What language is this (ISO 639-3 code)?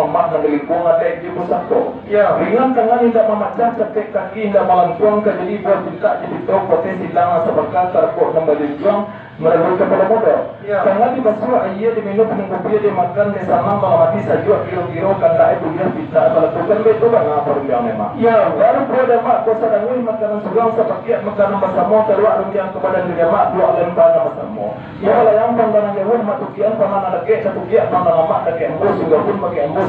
min